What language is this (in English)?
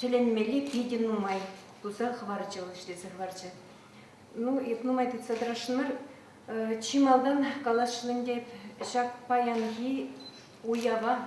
Chuvash